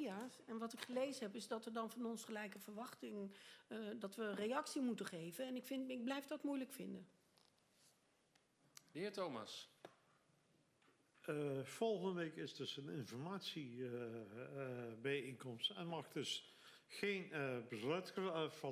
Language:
Dutch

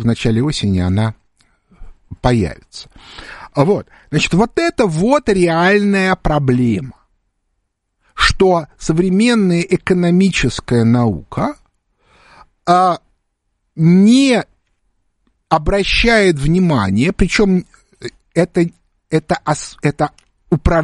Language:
Russian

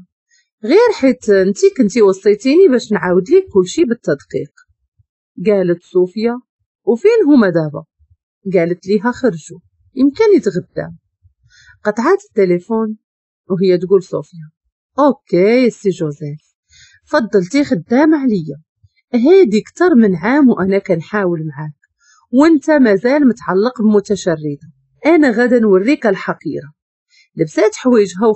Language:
Moroccan Arabic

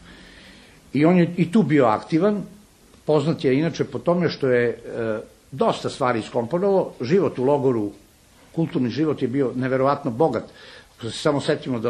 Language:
Serbian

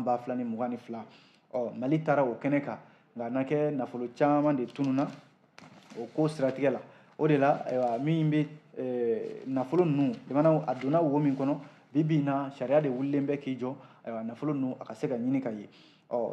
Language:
Bambara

